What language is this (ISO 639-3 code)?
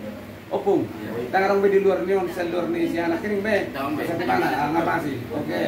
bbc